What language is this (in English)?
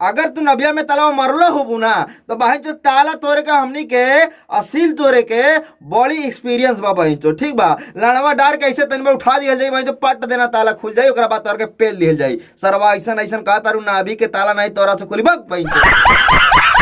Bhojpuri